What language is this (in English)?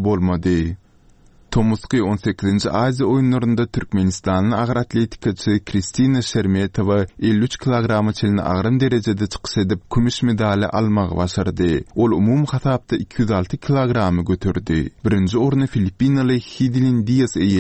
Turkmen